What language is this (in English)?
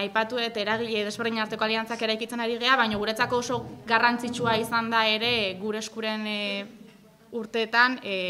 Basque